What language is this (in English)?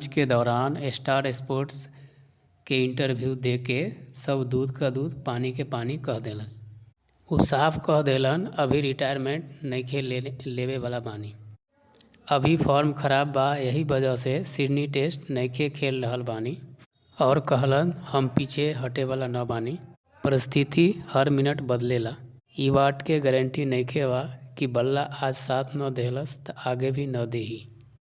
Bhojpuri